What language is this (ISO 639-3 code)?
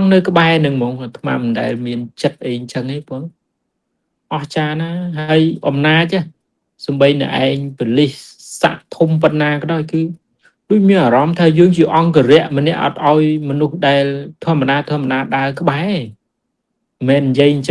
khm